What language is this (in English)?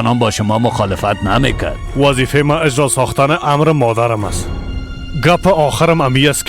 Persian